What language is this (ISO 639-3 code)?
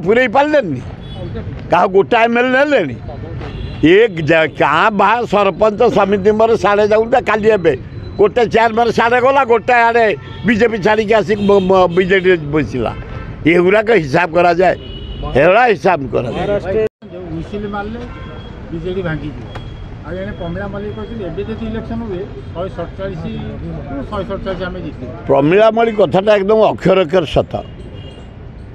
ori